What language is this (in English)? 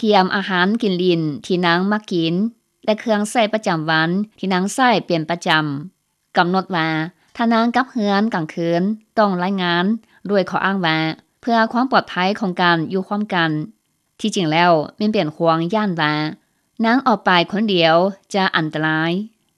Lao